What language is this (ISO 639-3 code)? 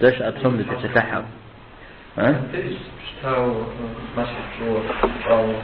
kbd